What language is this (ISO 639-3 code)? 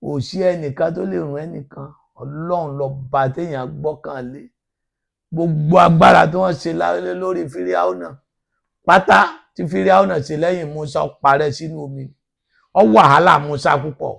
yor